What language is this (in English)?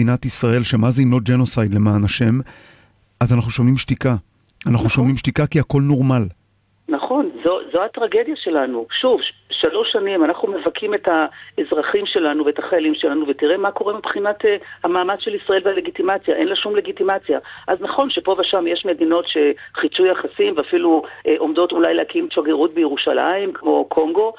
Hebrew